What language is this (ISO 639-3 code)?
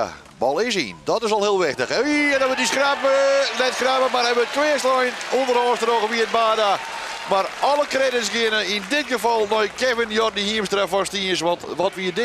fry